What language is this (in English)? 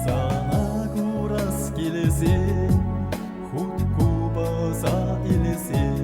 Chuvash